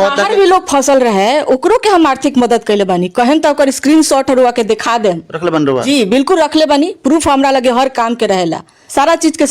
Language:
Bhojpuri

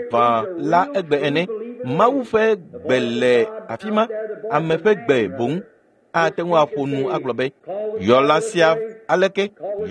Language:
Ewe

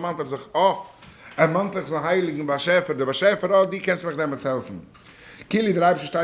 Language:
Yiddish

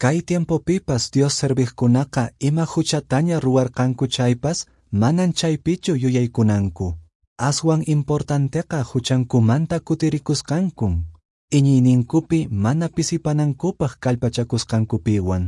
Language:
Quechua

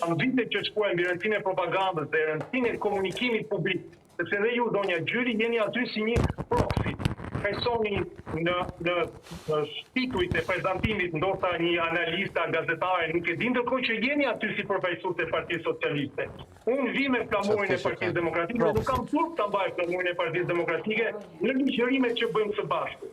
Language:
Albanian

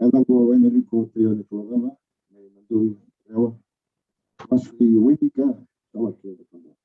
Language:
Fijian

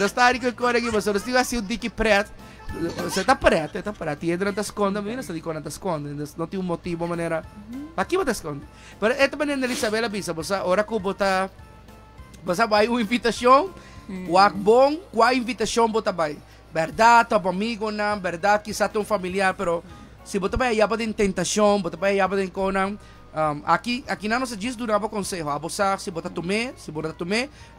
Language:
Papiamento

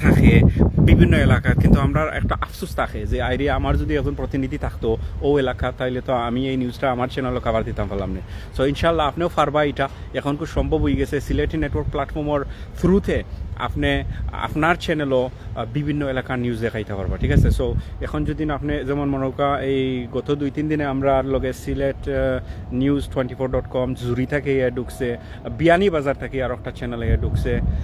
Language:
Sylheti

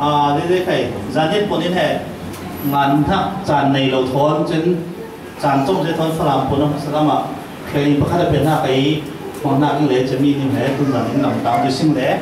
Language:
Falam Chin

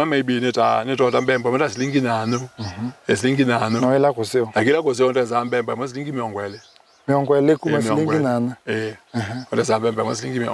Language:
Kamba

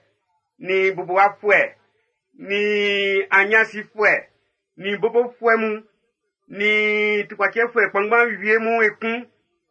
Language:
Baoulé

